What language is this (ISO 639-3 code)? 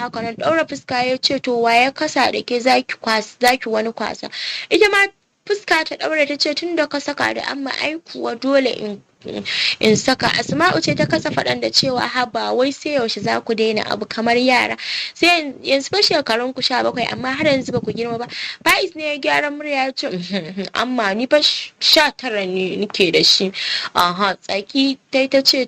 hau